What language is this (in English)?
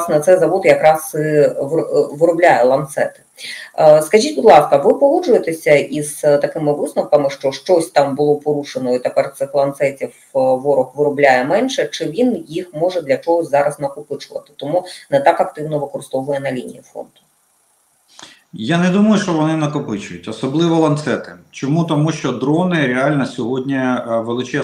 Ukrainian